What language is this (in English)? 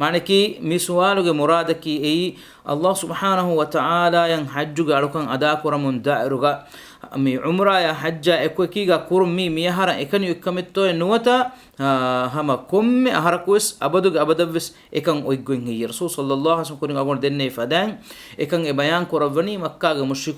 Divehi